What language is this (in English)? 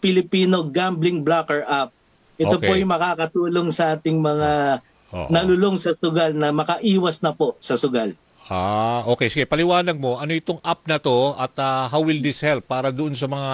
Filipino